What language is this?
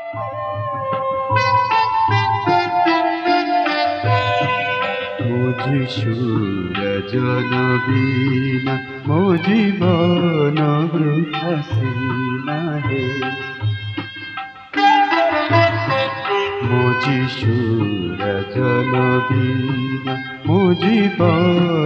Odia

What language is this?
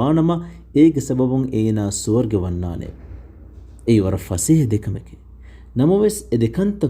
Divehi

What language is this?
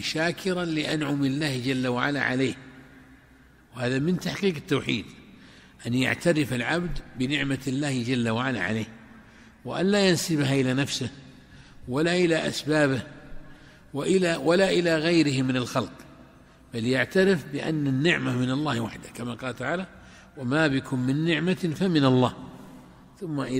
Arabic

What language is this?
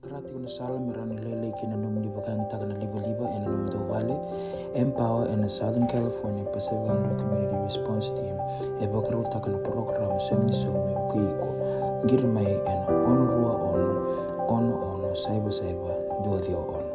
Fijian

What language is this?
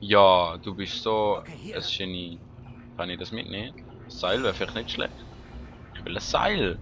Swiss German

